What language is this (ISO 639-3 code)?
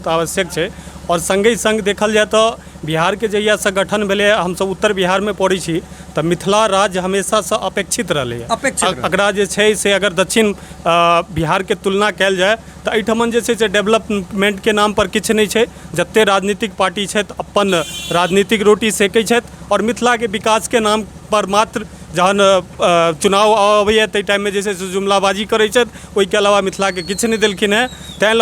mai